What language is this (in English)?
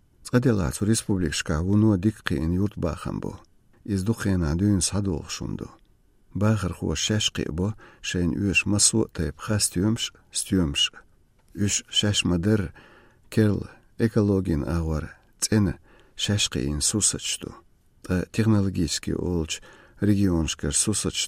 Chechen